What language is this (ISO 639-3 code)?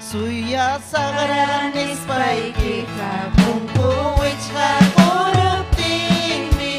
quy